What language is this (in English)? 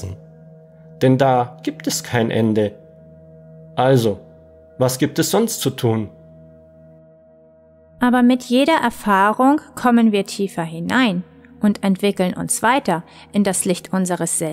German